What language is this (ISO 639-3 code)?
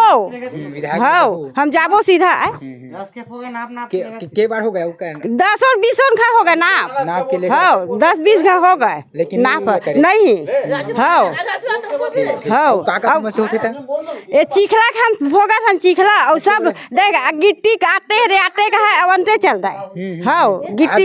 hne